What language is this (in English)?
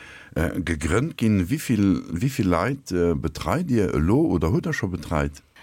Luxembourgish